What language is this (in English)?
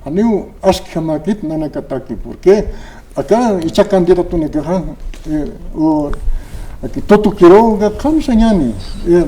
Aymara